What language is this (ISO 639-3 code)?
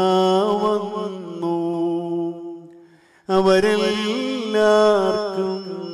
mal